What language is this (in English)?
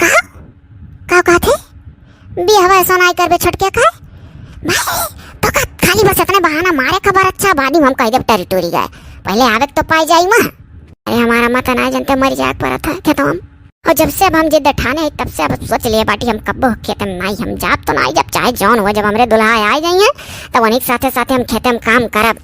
Awadhi